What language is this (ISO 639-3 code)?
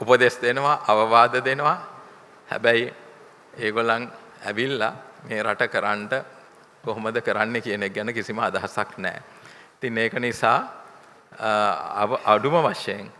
sin